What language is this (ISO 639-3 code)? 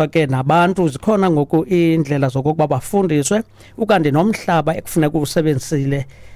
xho